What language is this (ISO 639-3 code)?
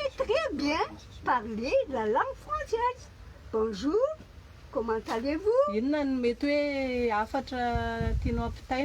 mlg